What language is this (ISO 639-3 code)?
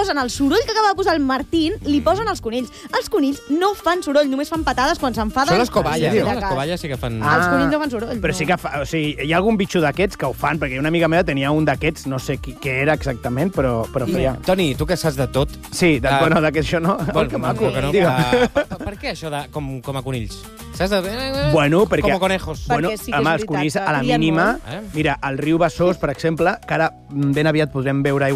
cat